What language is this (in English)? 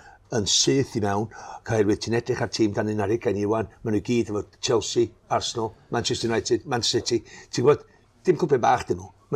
Welsh